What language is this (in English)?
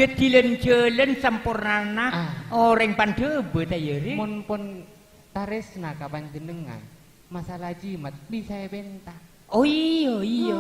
Madurese